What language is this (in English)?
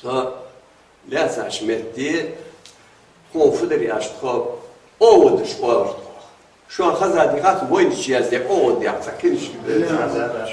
Ingush